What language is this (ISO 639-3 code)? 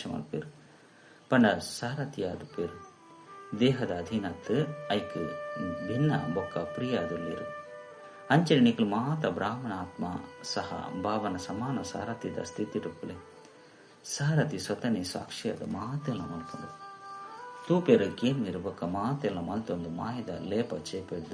tcy